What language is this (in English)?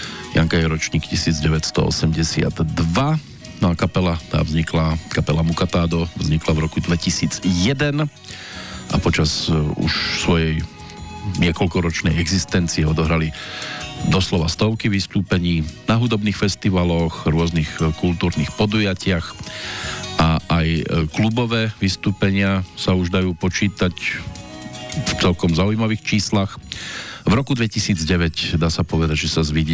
Slovak